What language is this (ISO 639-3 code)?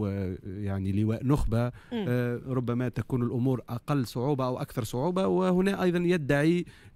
aeb